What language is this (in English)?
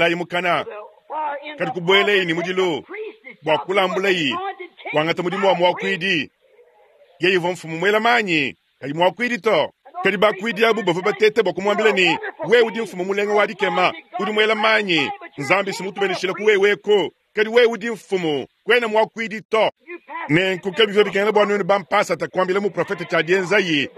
Luba-Lulua